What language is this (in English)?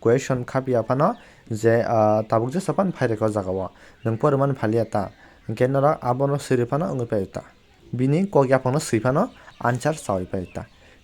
Kok Borok